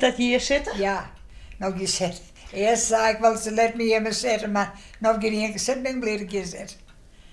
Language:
Western Frisian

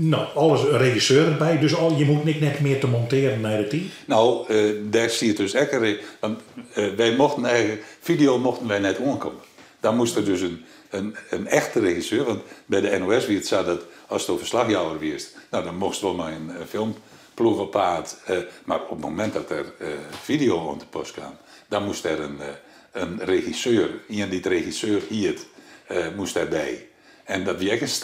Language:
Western Frisian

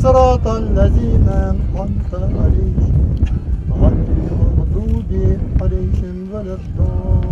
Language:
Crimean Tatar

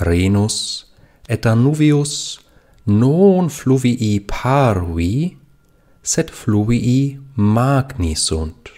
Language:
Latin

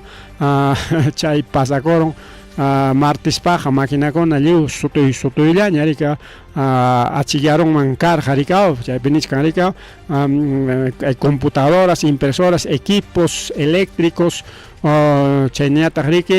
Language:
Ayacucho Quechua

